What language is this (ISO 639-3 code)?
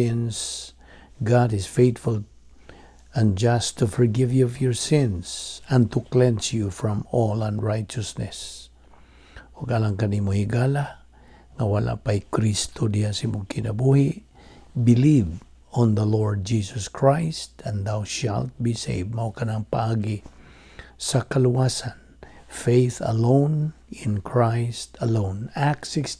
ceb